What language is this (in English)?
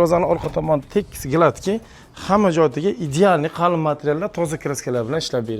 Uzbek